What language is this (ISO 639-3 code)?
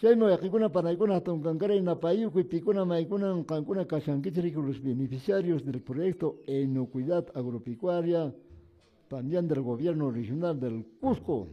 que